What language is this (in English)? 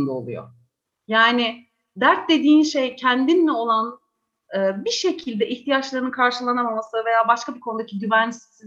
Turkish